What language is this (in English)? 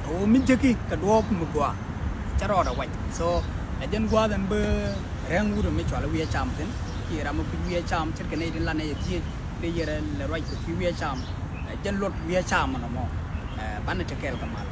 Nuer